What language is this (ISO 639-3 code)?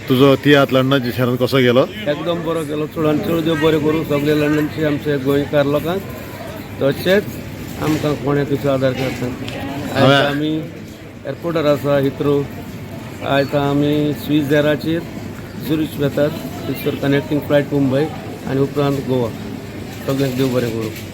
kok